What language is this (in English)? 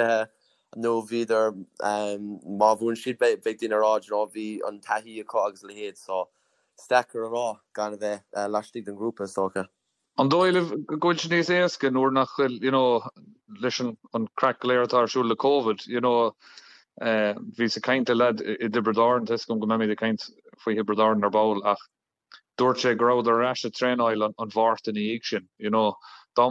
Irish